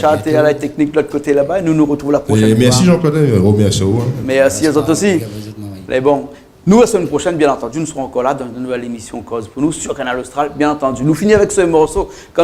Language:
Réunion Creole French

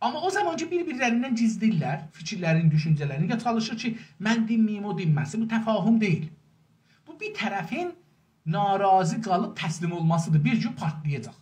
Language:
South Azerbaijani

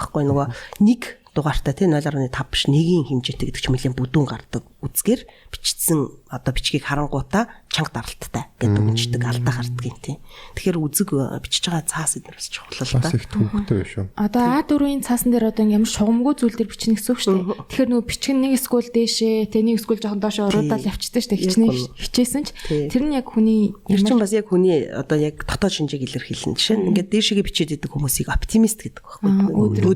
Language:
Mongolian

